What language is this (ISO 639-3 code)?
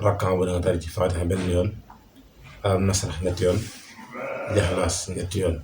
wol